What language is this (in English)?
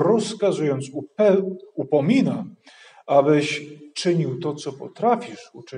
Polish